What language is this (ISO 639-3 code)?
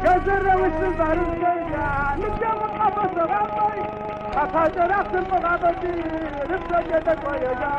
ady